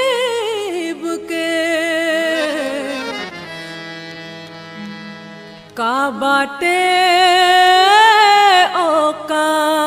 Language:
Bhojpuri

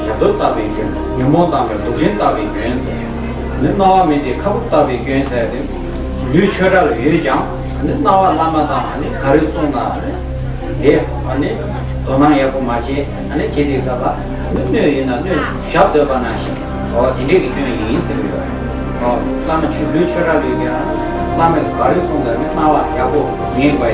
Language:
Tibetan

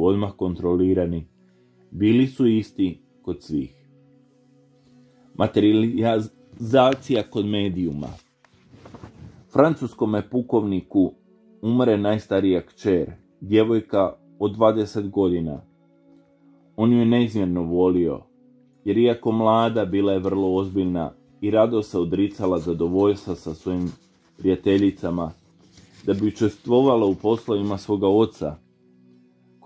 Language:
Croatian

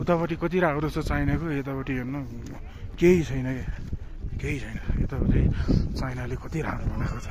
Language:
Nepali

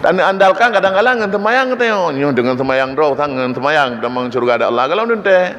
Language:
Achinese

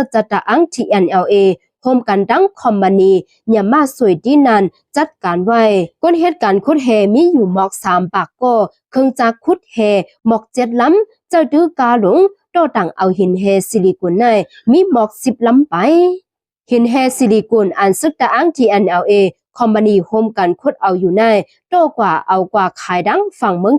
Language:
Shan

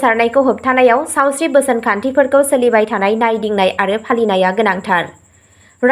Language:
Bodo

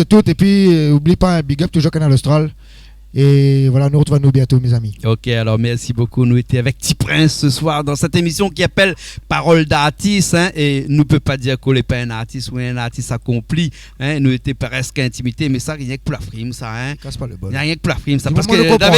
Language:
Réunion Creole French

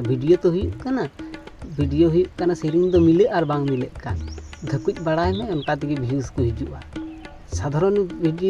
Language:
Santali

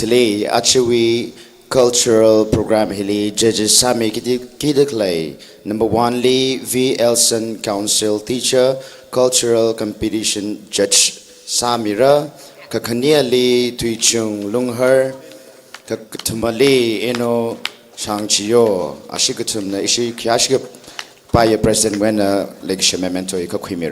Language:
Tangkhul Naga (India)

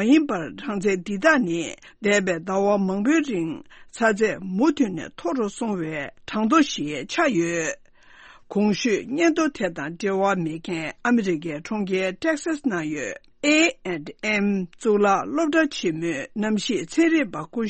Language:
Tibetan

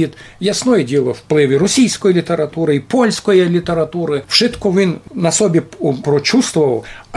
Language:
Rusyn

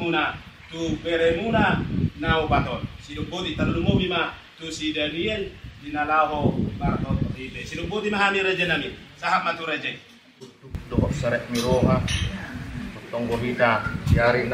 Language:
Batak Toba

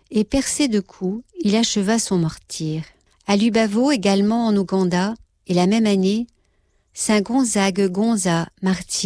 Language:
French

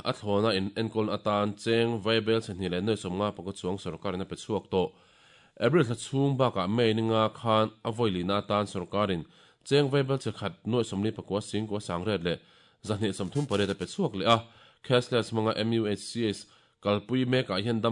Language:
Mizo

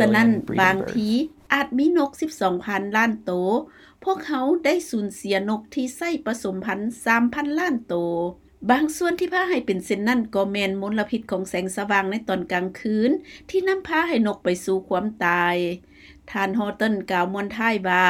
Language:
Lao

